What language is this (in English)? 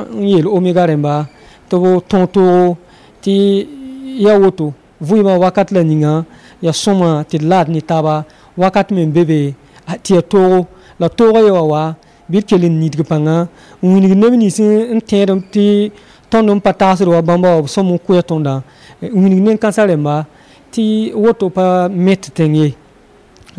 Mossi